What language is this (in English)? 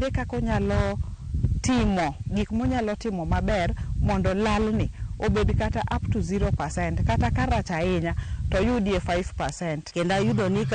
Luo (Kenya and Tanzania)